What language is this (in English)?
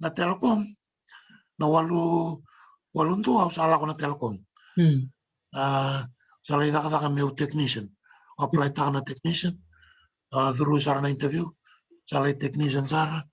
Fijian